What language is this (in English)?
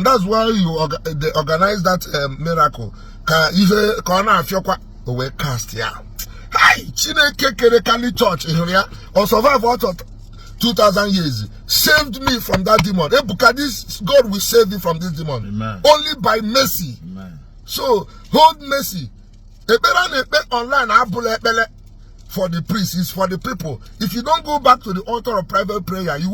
Igbo